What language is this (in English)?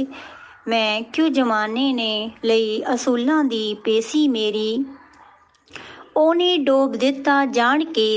Punjabi